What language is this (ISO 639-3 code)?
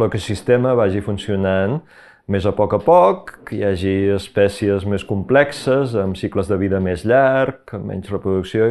cat